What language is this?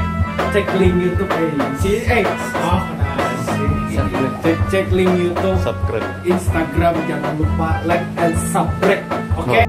Banjar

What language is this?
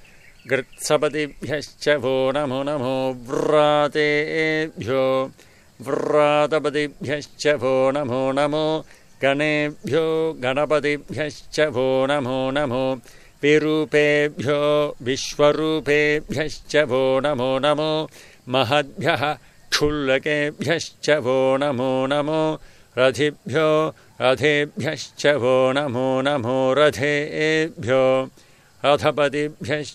Sanskrit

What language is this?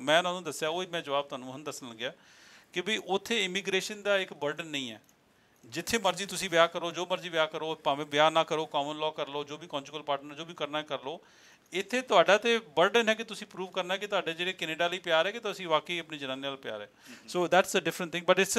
Punjabi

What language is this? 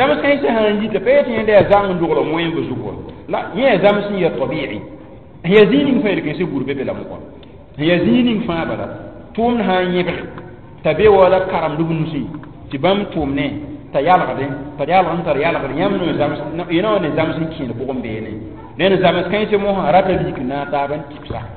Mossi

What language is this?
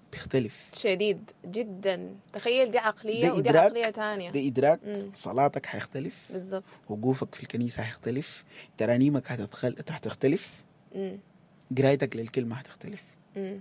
Sudanese Arabic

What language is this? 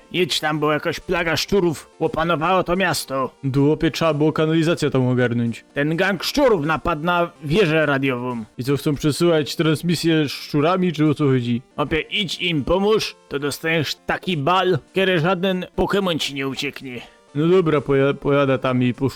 Silesian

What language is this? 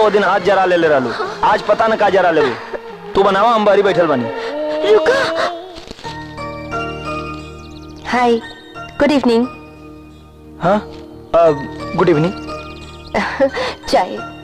Bhojpuri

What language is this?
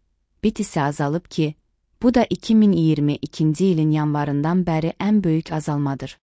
Azerbaijani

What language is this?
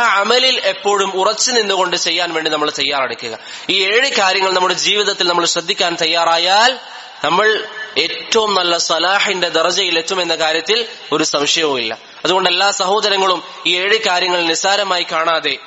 Malayalam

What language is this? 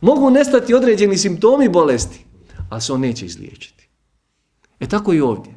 Bosnian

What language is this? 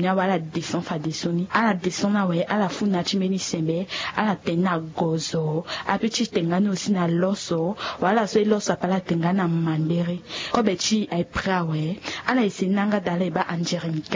Sango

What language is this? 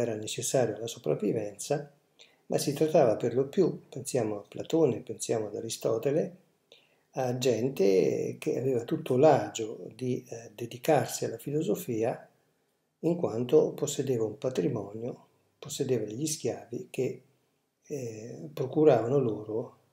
Italian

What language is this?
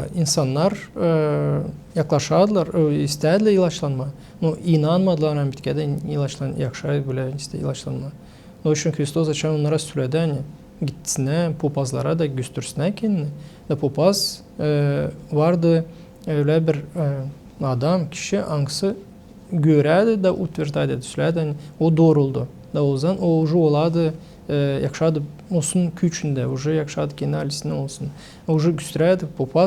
Gagauz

